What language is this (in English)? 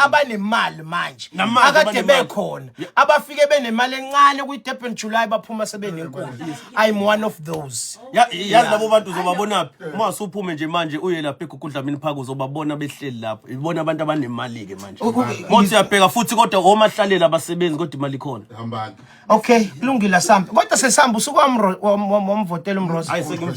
Zulu